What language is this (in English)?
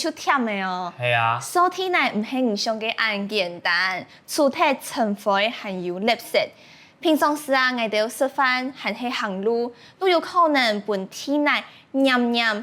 Hakka Chinese